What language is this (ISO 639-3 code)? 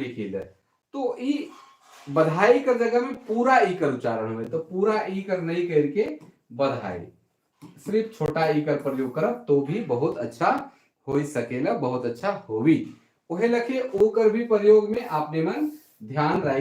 sck